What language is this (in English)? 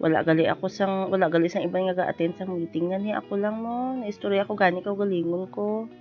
Hiligaynon